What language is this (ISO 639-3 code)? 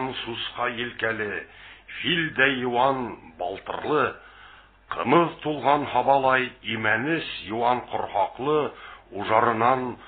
bak